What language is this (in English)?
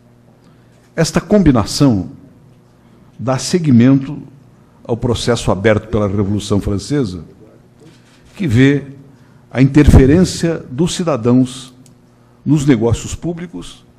Portuguese